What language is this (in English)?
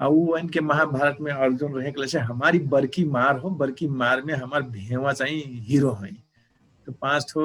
Dangaura Tharu